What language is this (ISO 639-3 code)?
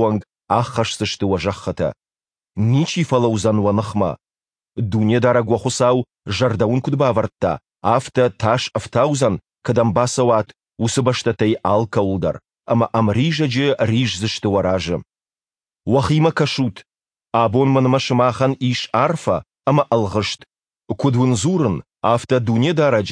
oss